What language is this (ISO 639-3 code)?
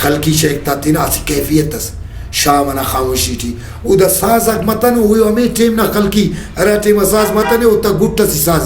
brh